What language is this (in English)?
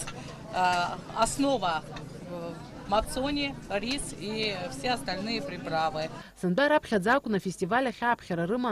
Abkhazian